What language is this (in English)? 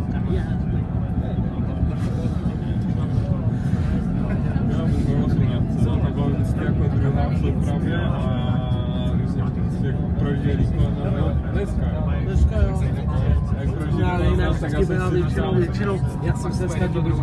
Czech